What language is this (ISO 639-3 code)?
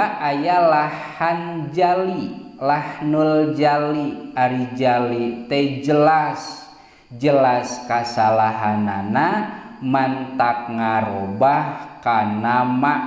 sun